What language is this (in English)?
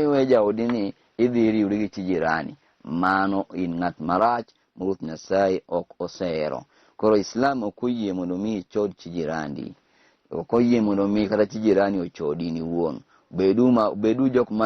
Luo (Kenya and Tanzania)